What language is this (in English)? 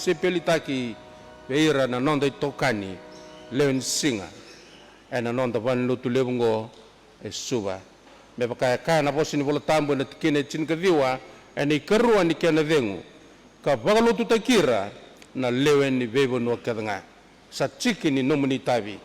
Fijian